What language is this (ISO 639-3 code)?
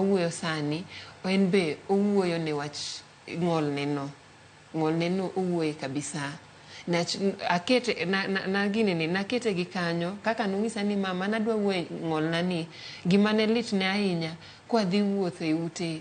luo